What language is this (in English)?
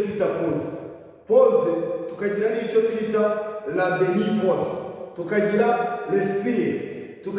Kinyarwanda